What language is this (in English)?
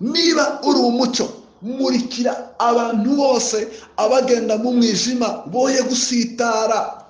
Kinyarwanda